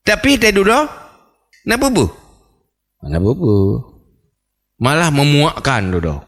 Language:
Achinese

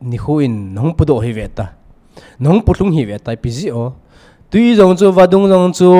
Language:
Thado Chin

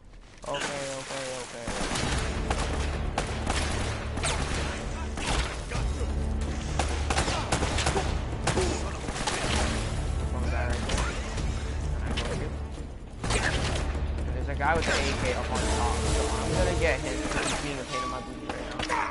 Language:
English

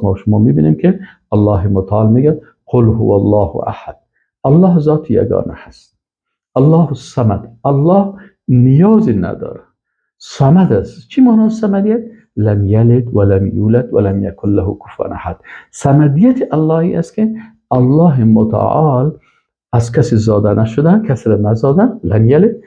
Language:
Persian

